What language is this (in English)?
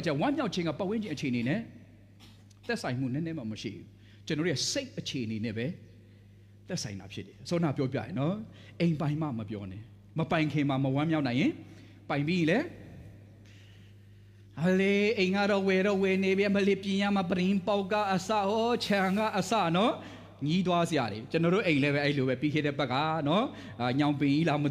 Burmese